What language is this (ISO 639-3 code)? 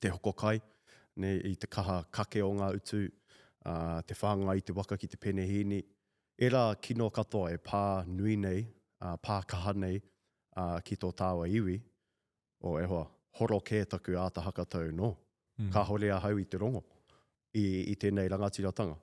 mri